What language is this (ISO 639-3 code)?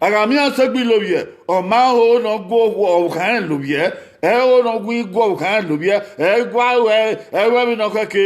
bin